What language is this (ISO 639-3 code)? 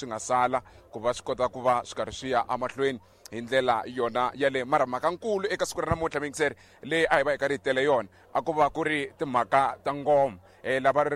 tso